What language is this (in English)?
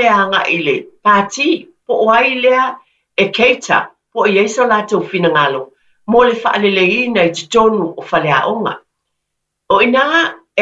Samoan